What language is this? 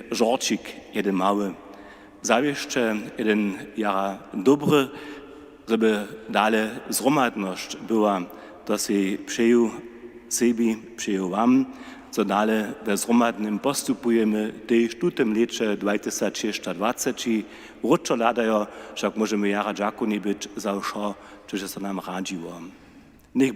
Upper Sorbian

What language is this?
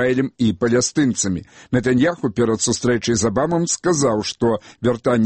Belarusian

